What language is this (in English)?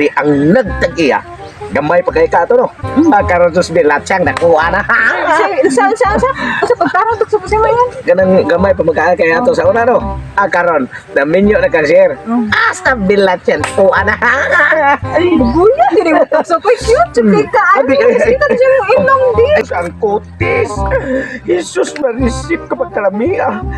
Cebuano